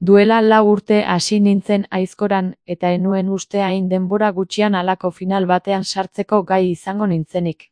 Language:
Basque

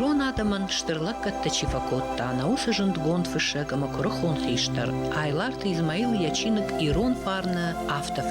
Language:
Ossetic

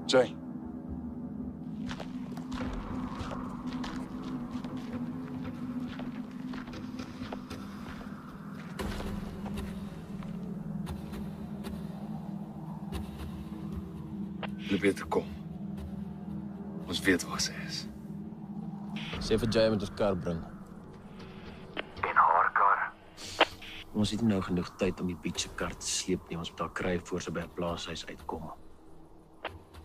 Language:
Afrikaans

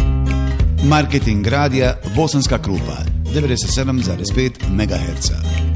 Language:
Bosnian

